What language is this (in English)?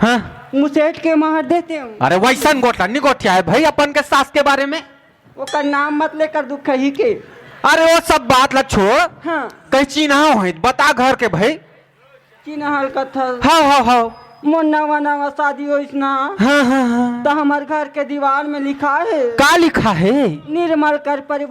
Chhattisgarhi